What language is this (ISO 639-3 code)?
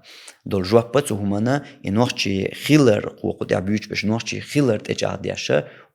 che